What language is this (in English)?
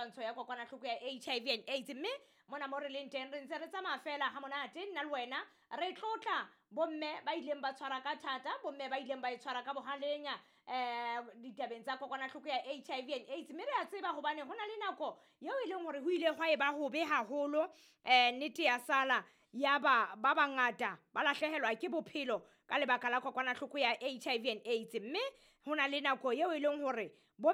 Southern Sotho